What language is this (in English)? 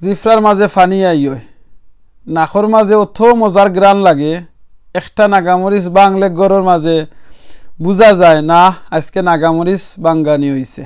Sylheti